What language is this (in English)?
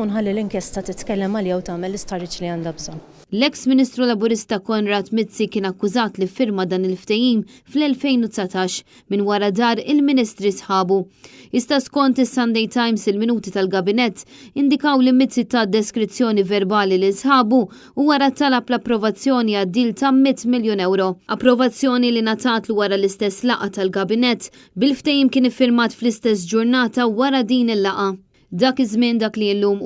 Maltese